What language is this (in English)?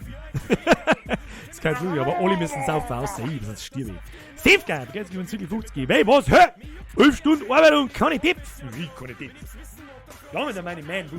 Bavarian